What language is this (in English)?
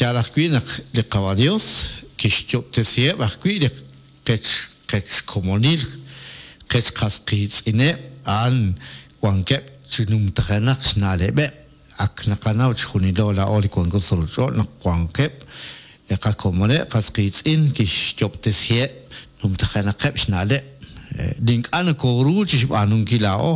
Kekchí